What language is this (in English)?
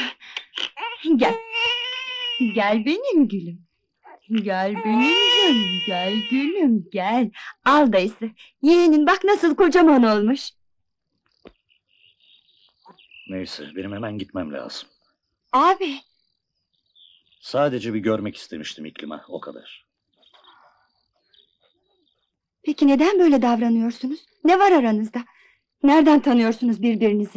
Turkish